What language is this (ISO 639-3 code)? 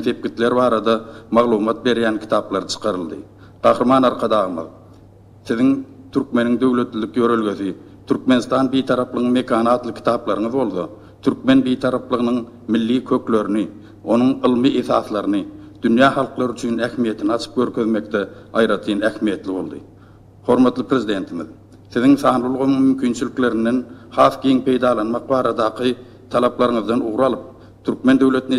tuk